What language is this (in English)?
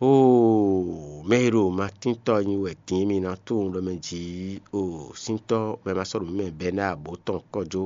Fon